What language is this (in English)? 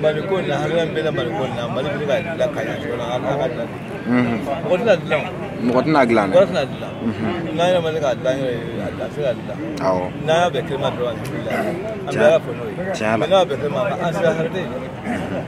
Bambara